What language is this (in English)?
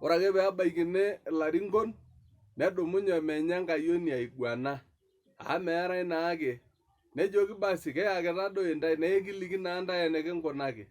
Masai